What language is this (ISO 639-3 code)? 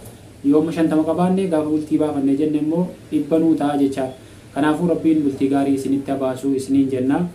orm